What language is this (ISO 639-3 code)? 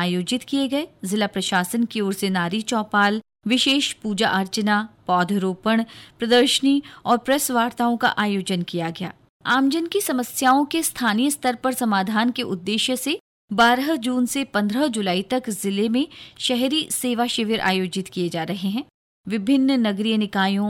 hin